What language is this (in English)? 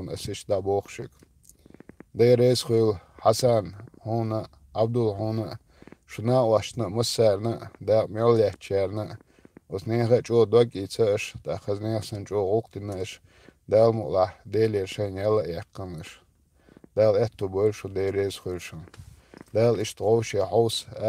Chechen